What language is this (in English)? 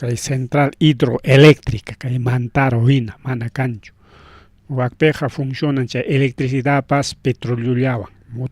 Ayacucho Quechua